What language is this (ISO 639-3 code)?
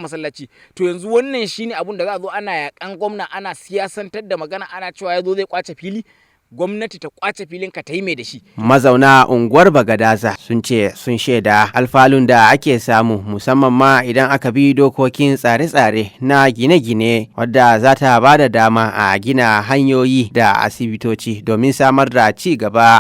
hau